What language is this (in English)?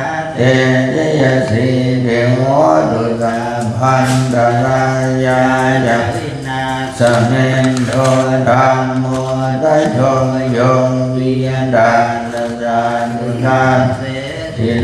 Pali